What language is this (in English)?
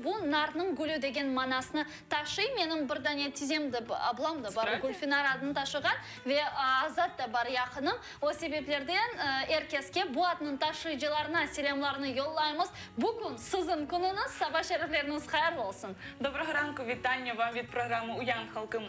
Crimean Tatar